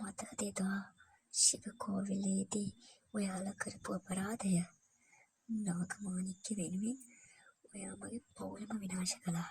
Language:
Sinhala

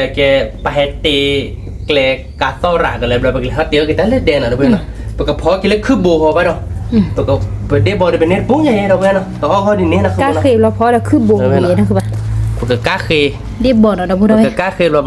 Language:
S'gaw Karen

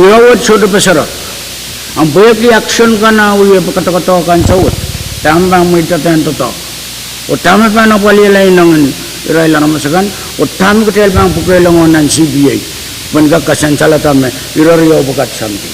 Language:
Pohnpeian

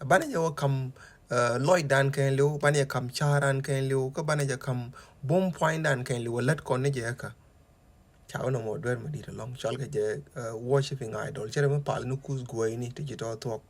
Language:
Nuer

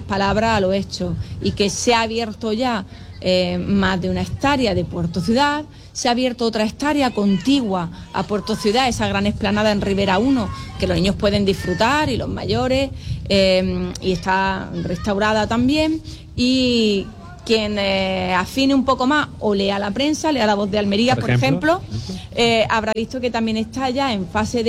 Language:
Spanish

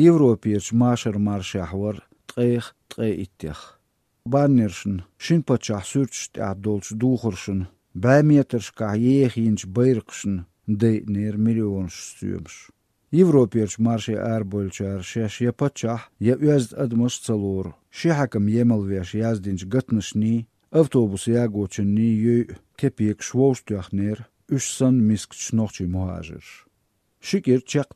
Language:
Chechen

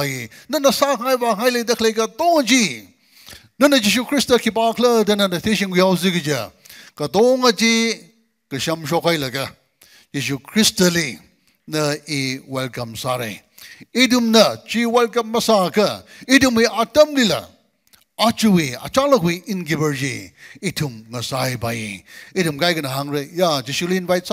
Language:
Tangkhul Naga (India)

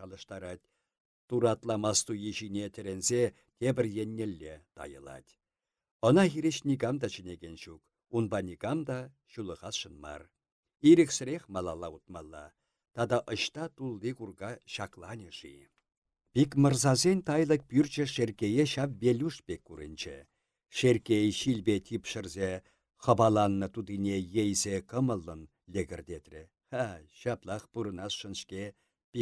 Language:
Chuvash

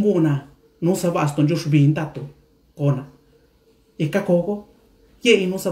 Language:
Mixtepec Mixtec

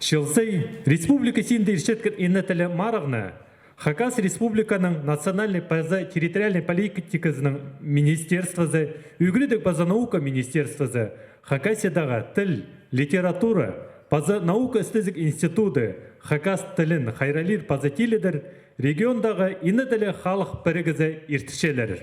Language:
Khakas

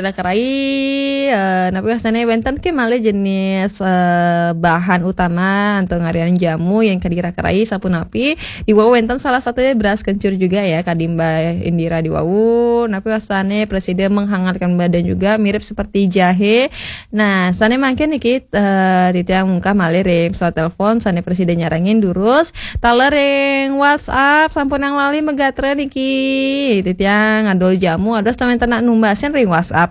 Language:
Balinese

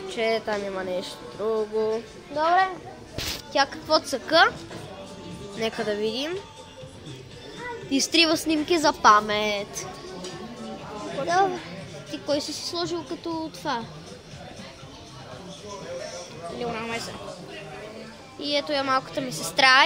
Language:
Bulgarian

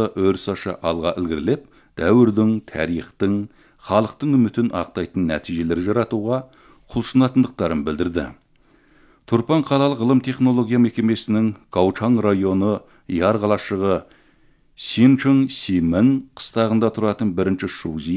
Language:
Kazakh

